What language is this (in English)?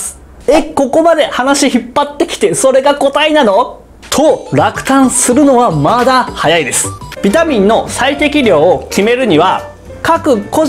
Japanese